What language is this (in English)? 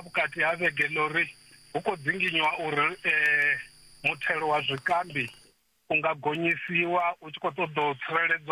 Venda